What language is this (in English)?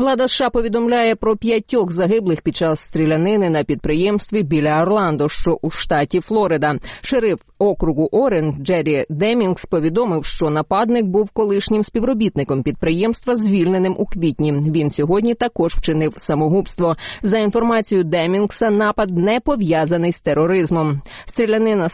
Ukrainian